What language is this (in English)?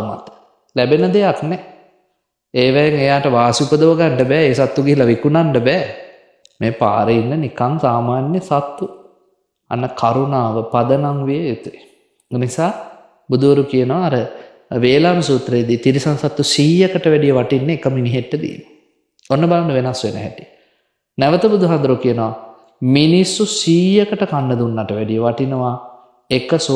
Sinhala